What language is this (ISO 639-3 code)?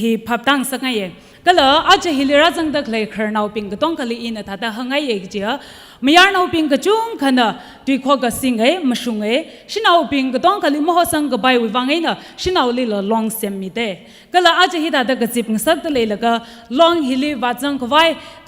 nmf